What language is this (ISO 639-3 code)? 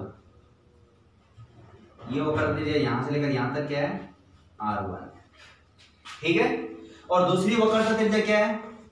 hin